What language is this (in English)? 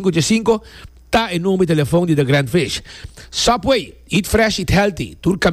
Papiamento